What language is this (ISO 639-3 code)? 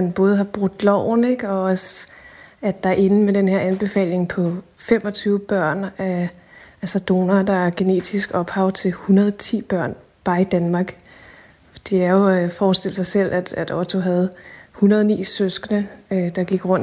dan